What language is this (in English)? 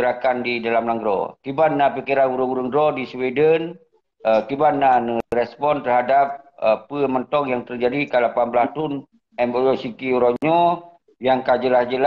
Achinese